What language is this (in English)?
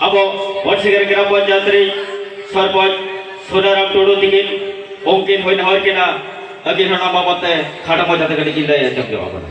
Santali